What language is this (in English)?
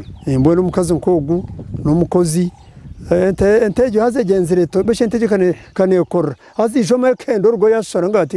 Nyankole